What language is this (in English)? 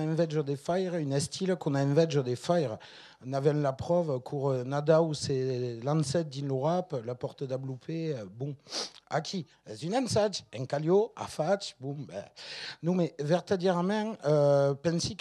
Occitan